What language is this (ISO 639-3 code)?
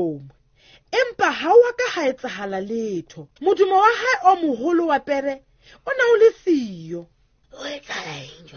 sot